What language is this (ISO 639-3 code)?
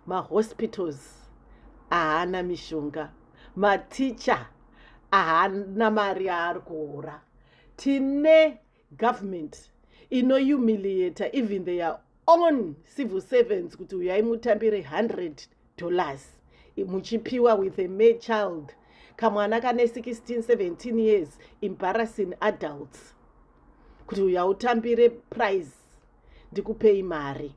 sna